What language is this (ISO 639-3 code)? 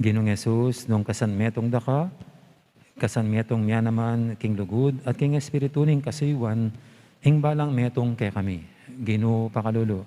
pam